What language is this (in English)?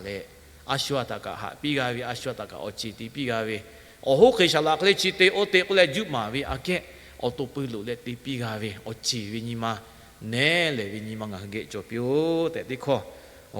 Lahu